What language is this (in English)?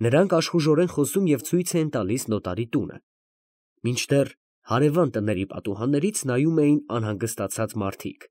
Armenian